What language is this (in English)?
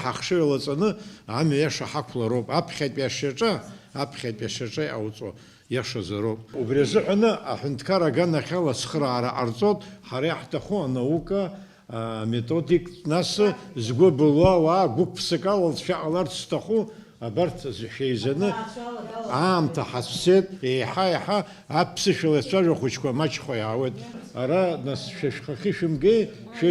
Abkhazian